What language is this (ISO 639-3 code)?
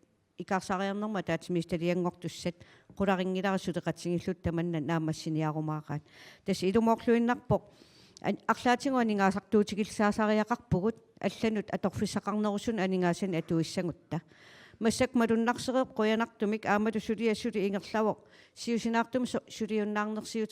kal